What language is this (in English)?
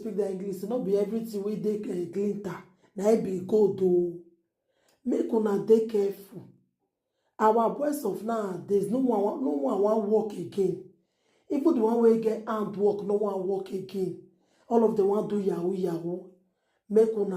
Nigerian Pidgin